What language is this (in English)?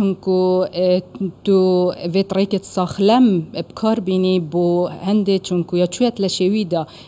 Central Kurdish